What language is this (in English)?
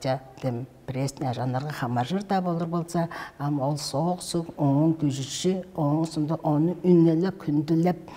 Tuvinian